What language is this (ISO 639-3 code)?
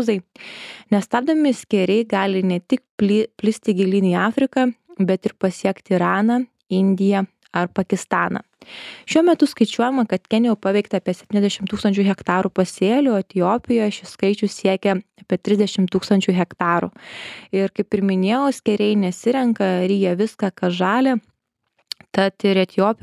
lit